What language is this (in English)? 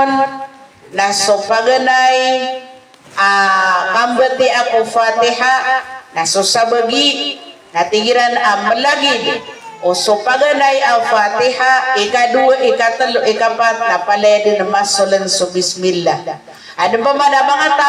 Maranao